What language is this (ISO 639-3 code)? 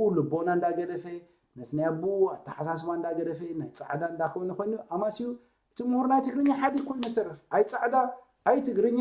tir